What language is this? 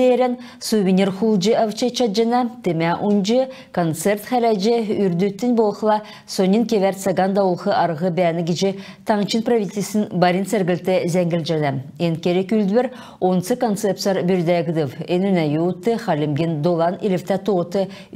Kalmyk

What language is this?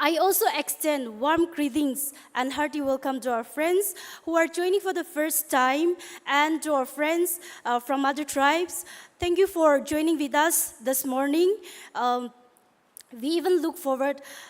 Naga Pidgin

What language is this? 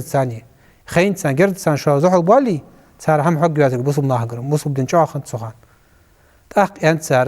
Ingush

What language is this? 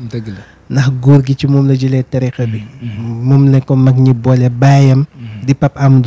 Wolof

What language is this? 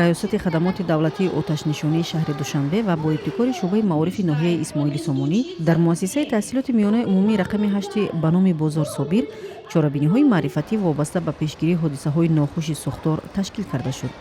Tajik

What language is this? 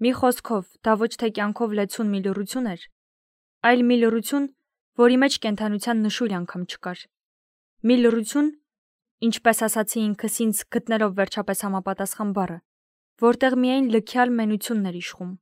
Armenian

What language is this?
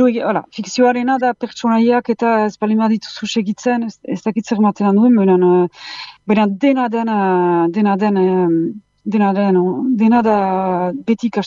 Basque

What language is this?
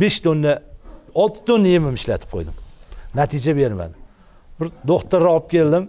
Uzbek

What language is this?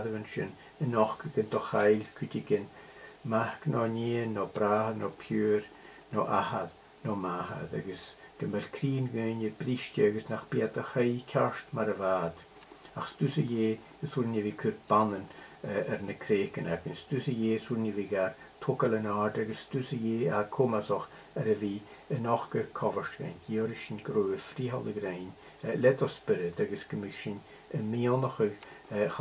Scottish Gaelic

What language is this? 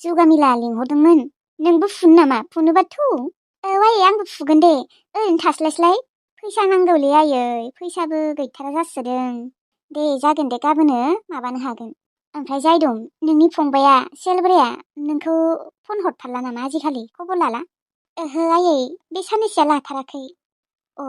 Bodo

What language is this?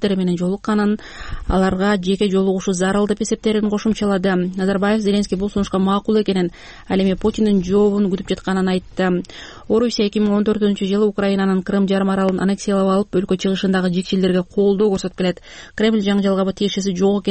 Kyrgyz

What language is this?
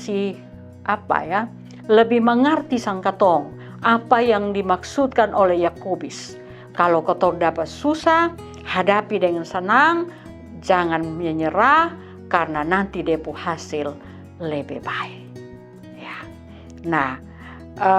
Kupang Malay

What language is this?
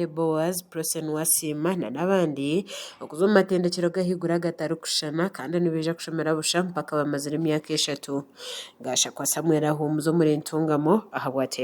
Nyankole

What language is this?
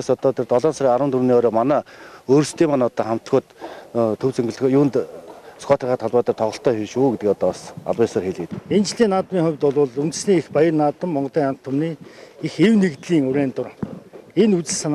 Mongolian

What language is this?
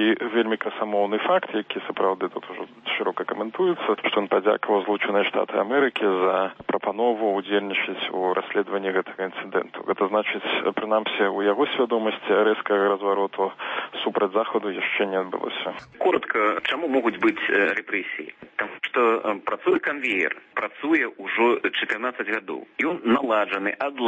Belarusian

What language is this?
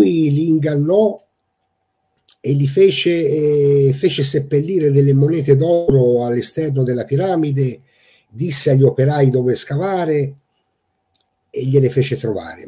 Italian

